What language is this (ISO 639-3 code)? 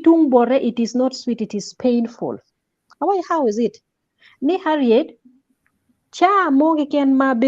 ach